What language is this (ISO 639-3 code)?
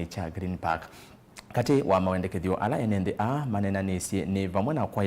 kam